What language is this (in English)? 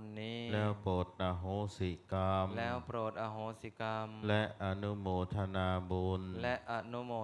Pali